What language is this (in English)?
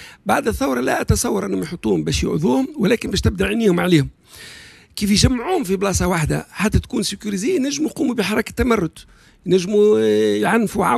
Tunisian Arabic